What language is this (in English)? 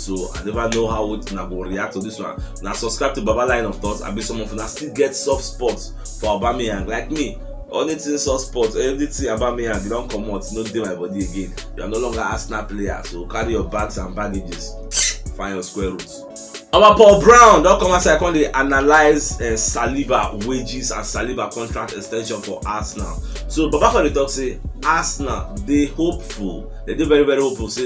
Nigerian Pidgin